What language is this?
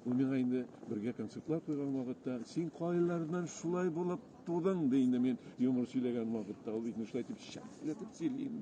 Tatar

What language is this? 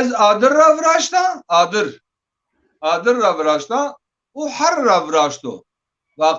Zaza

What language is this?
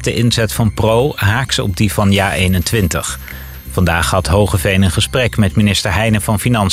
Dutch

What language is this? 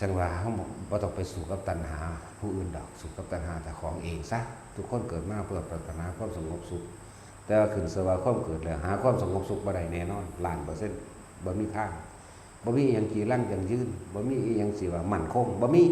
Northeastern Thai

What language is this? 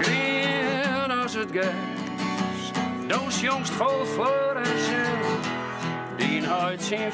Western Frisian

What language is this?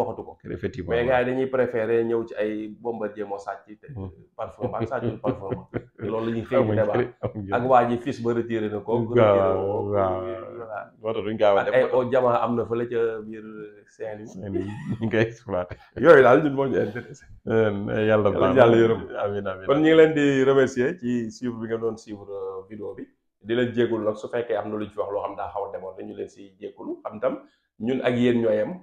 Wolof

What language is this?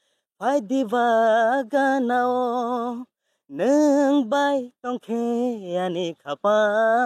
Kok Borok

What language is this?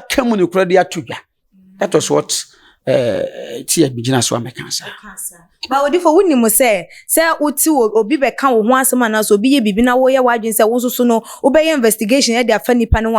Akan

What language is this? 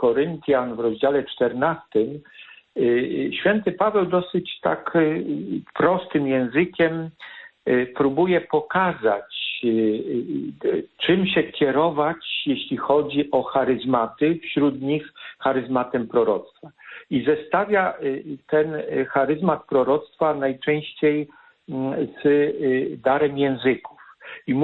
Polish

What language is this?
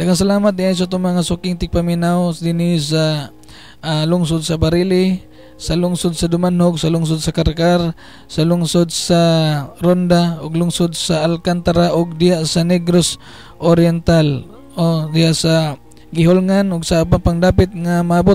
Cebuano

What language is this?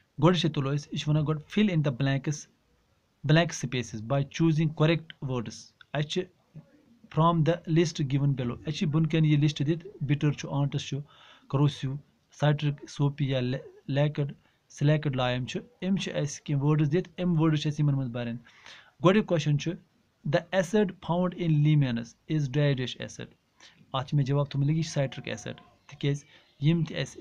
Kashmiri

